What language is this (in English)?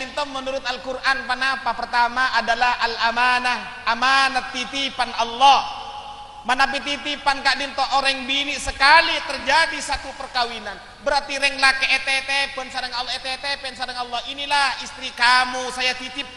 Madurese